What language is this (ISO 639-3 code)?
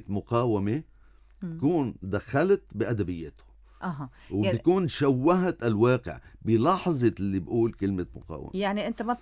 apc